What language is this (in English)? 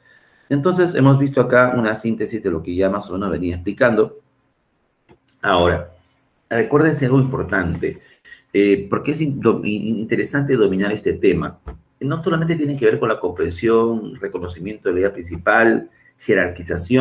Spanish